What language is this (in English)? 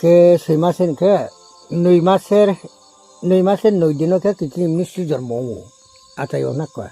Riang (India)